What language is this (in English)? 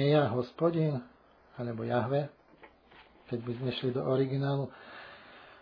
Slovak